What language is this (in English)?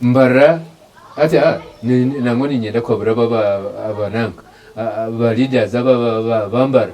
Nyankole